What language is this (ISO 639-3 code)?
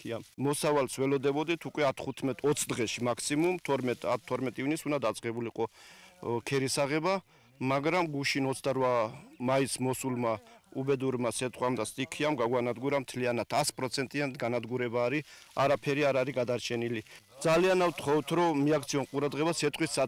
kat